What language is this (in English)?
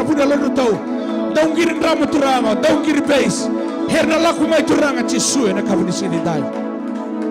Fijian